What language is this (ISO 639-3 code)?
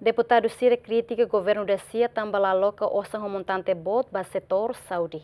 tet